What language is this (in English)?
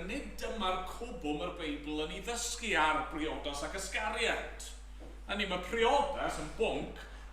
Welsh